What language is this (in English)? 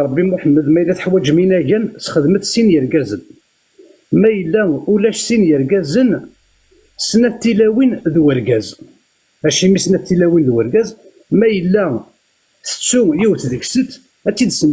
Kabyle